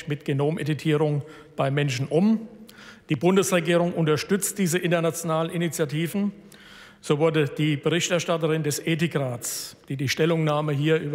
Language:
German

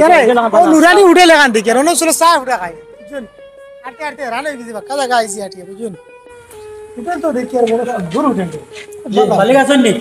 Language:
Sylheti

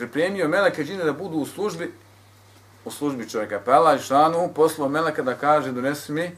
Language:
Bosnian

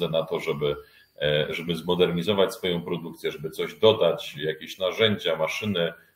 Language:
Polish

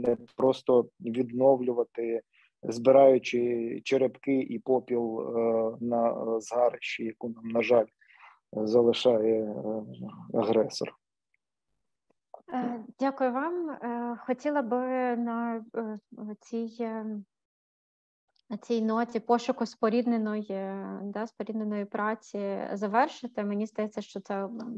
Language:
Ukrainian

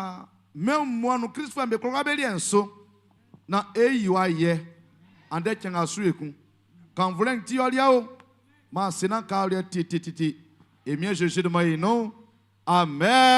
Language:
Baoulé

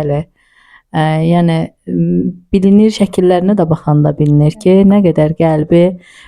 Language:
Azerbaijani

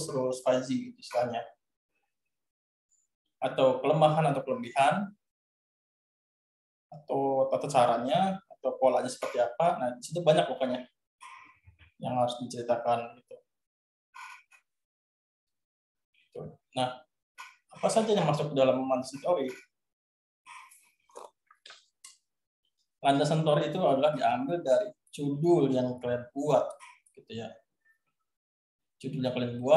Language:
Indonesian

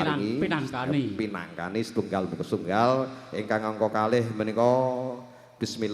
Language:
Javanese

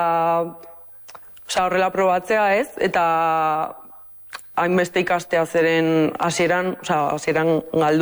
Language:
Basque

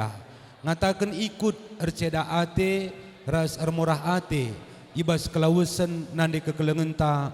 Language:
Batak Karo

